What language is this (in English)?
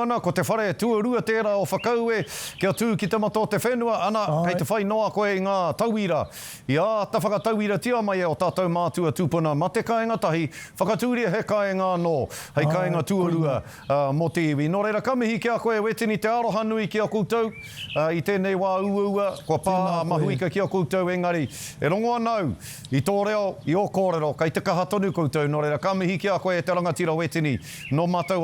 Māori